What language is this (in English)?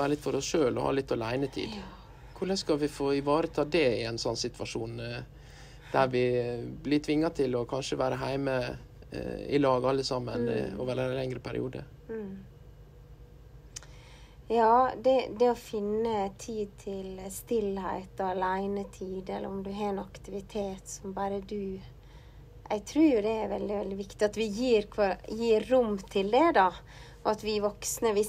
Norwegian